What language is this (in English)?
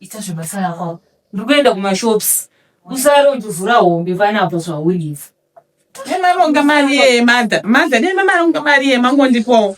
Shona